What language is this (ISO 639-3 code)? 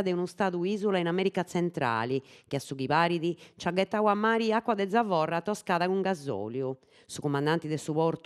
srd